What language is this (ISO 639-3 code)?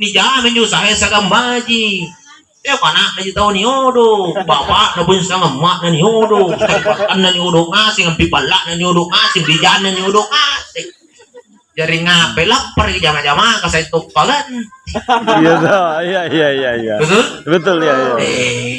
mak